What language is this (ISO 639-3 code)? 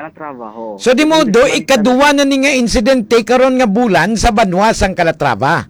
hil